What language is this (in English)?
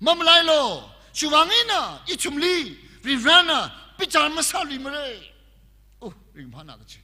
Tangkhul Naga (India)